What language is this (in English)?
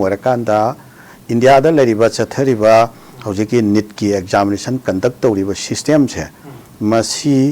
Manipuri